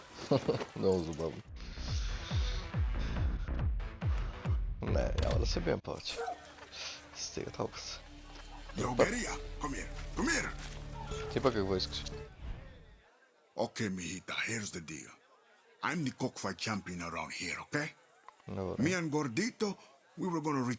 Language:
Bulgarian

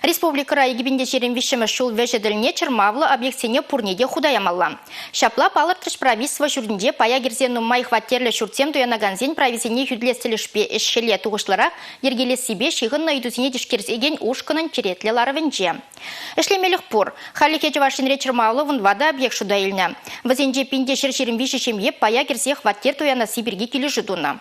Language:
Chuvash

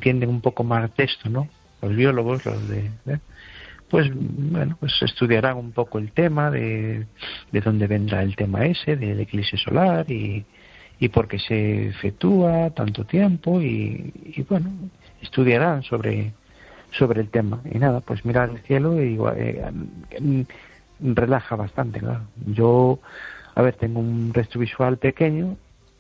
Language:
Spanish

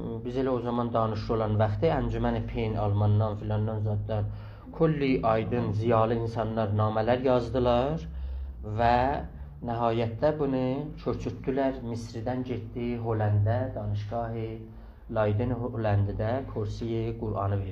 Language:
South Azerbaijani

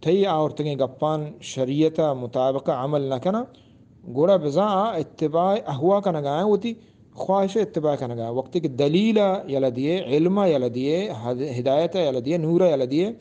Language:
Eastern Balochi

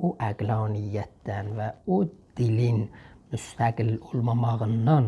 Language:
South Azerbaijani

